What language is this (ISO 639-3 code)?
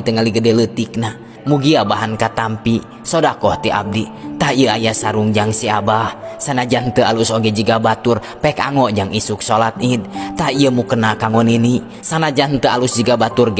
sun